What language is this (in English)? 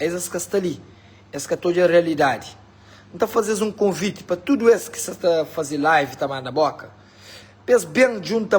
Kabuverdianu